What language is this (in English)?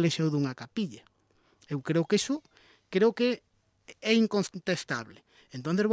Galician